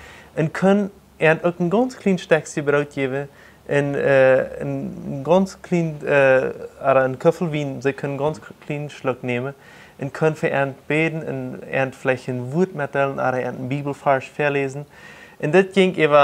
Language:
Plautdietsch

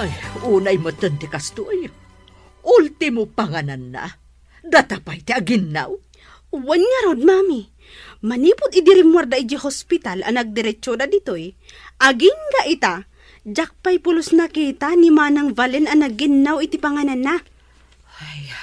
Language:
Iloko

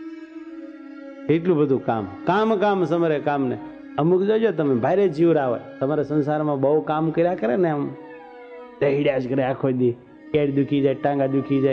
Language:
Gujarati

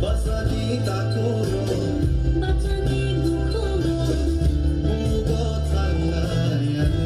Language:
Kok Borok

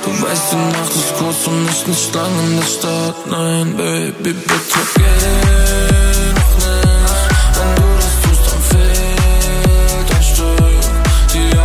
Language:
German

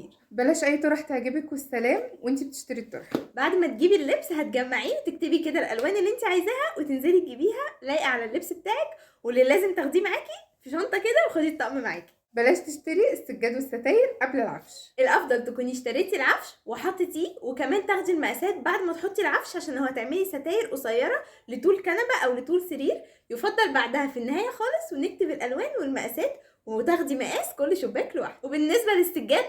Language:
Egyptian Arabic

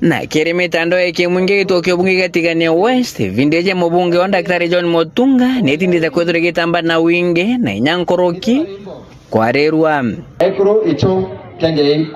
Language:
Meru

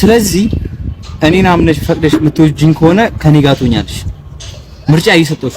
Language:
Amharic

